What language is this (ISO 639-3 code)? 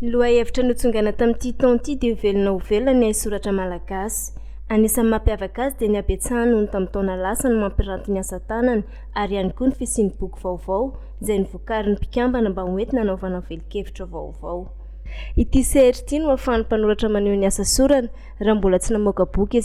mlg